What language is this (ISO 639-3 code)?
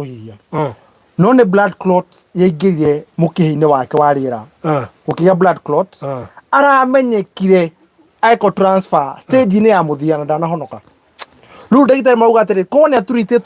kik